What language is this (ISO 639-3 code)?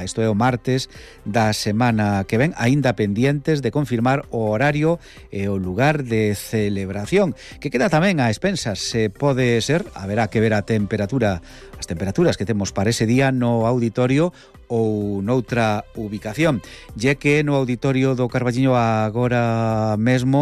glg